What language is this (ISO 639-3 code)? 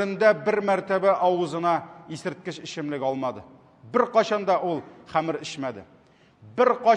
tat